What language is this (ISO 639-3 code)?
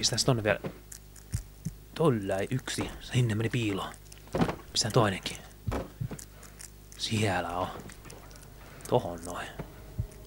fin